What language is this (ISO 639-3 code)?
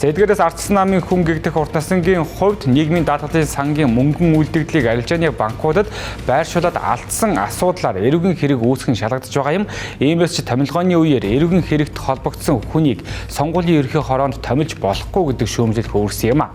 mon